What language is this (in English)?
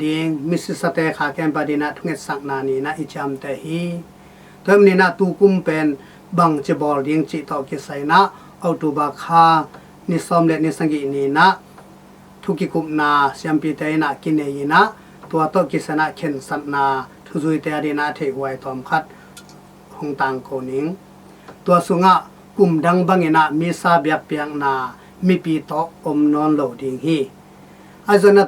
Tedim Chin